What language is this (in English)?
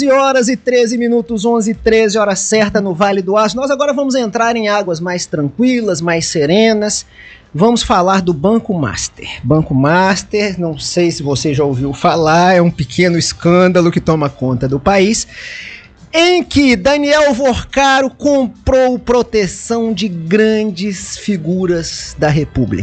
Portuguese